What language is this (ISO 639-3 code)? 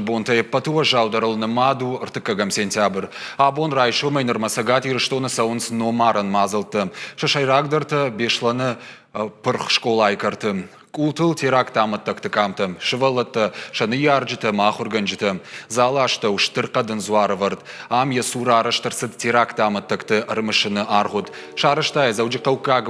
oss